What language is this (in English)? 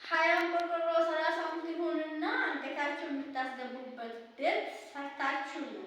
Amharic